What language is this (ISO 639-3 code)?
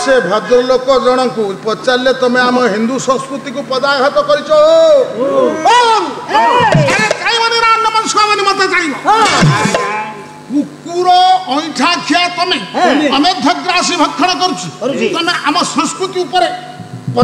ori